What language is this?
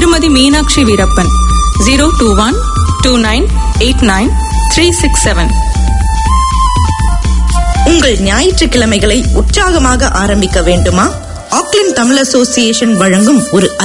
Tamil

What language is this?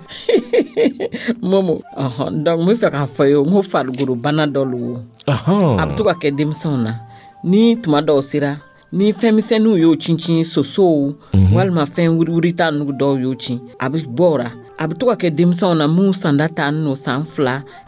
Dyula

